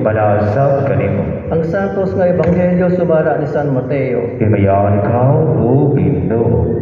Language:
Cebuano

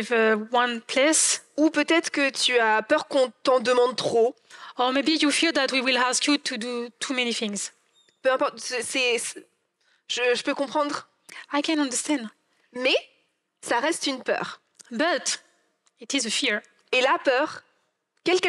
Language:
French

